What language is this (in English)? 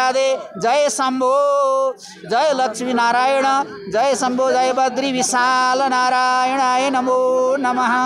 Nepali